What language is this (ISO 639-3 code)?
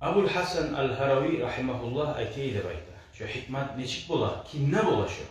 kum